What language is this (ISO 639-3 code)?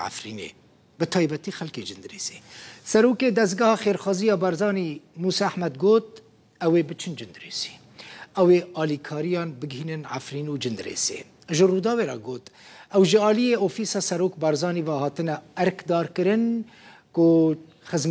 kur